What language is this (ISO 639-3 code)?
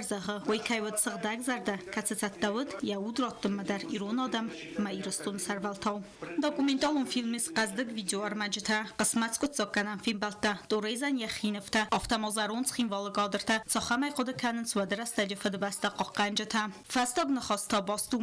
oss